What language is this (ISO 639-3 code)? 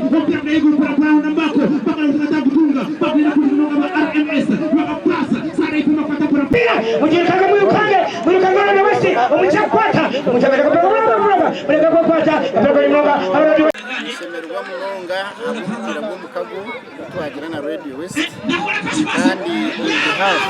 nyn